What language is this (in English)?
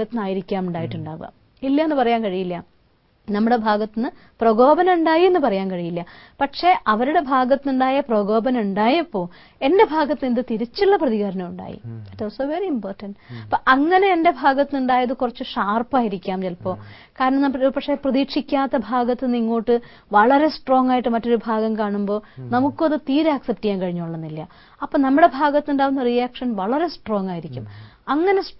Malayalam